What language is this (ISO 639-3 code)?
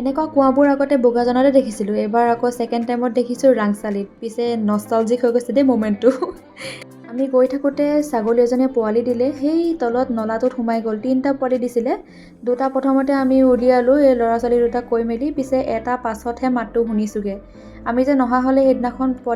asm